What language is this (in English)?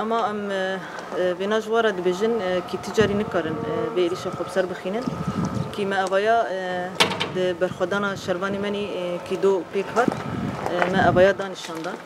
Kurdish